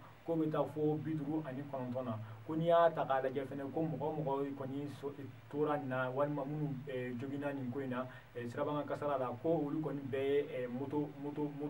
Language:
Bambara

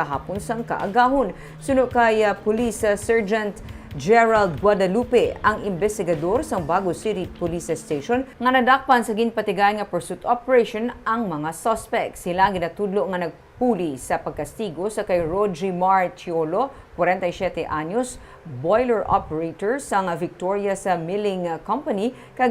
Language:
Hiligaynon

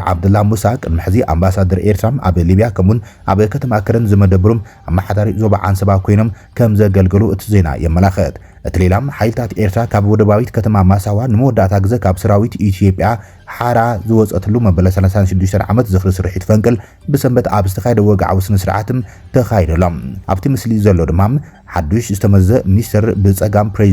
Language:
Tigrinya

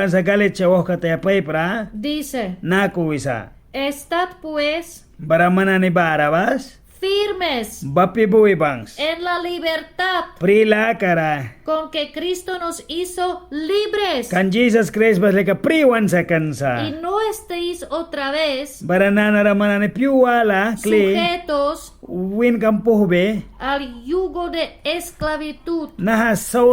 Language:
Mískito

